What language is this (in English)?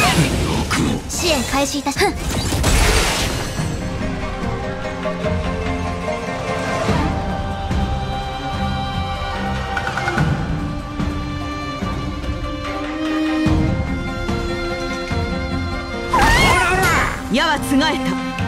Japanese